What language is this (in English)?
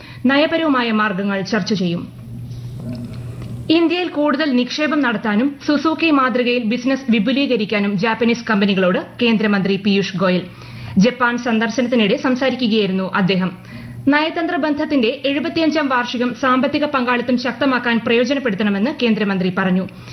Malayalam